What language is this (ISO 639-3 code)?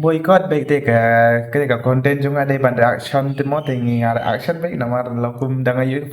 kha